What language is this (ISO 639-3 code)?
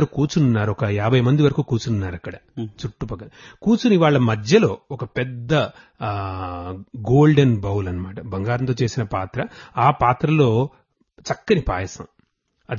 tel